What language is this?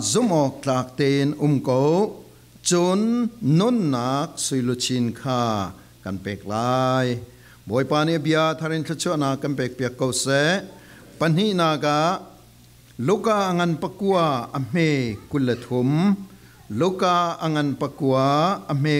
Falam Chin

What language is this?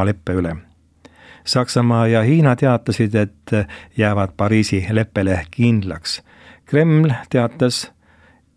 Estonian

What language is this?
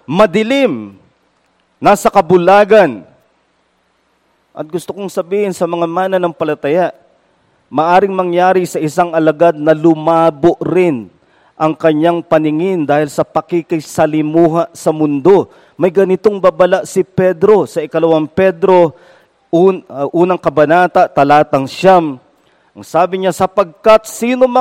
Filipino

